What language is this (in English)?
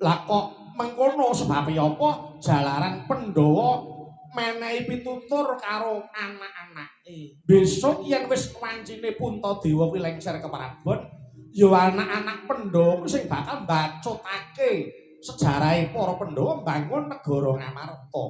Javanese